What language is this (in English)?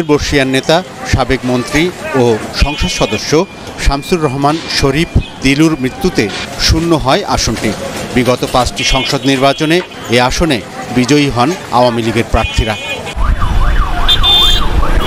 Bangla